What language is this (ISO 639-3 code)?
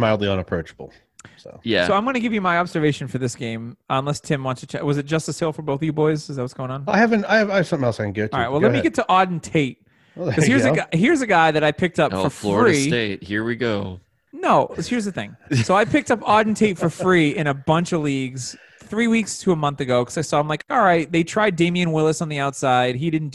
eng